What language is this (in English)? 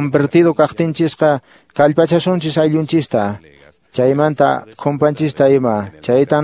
Quechua